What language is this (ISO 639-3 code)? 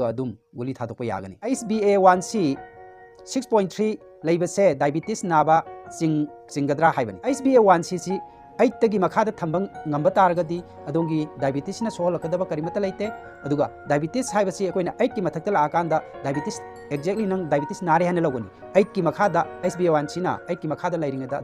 mni